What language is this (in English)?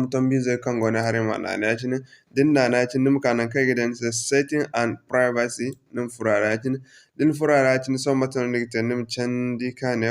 Zarma